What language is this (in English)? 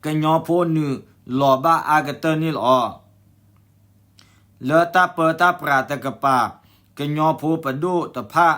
S'gaw Karen